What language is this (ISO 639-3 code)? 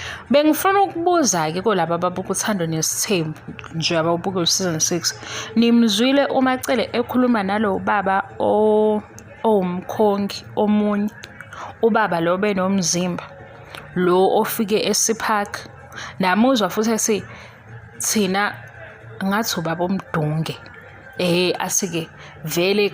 zul